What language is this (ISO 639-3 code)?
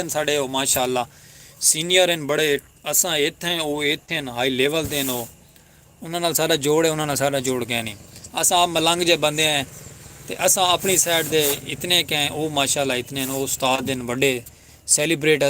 skr